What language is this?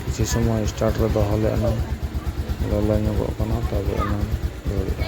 Santali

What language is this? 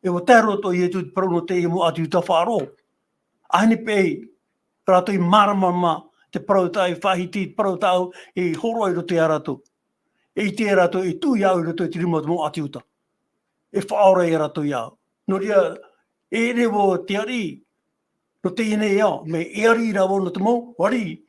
Tahitian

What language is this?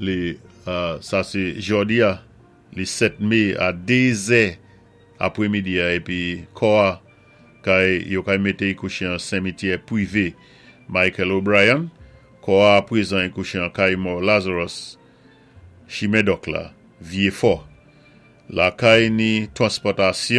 Saint Lucian Creole French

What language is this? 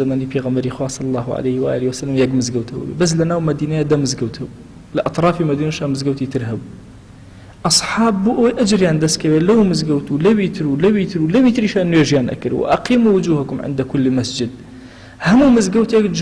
Central Kurdish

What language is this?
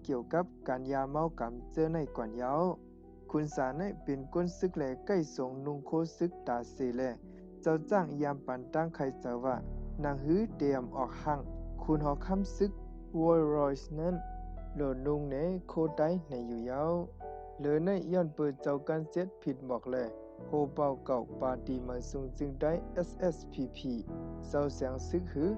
Shan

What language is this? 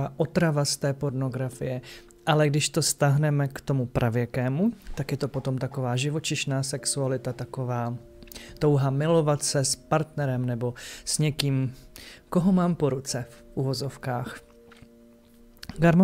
Czech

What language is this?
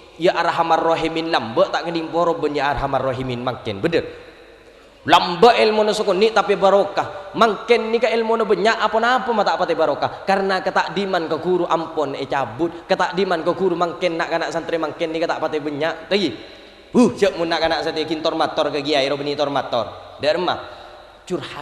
Madurese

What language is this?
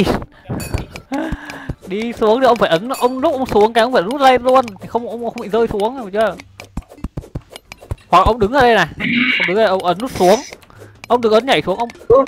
Vietnamese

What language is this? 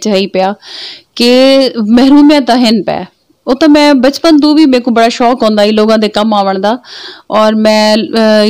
Saraiki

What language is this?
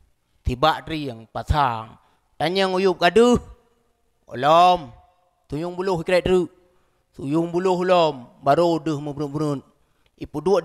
Achinese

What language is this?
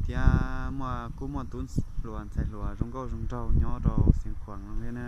Hmong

